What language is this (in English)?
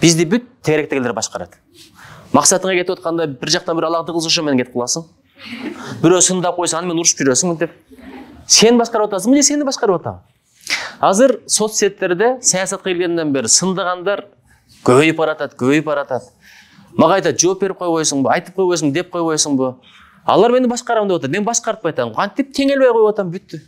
Kyrgyz